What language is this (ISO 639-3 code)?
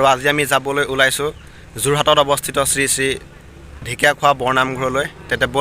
asm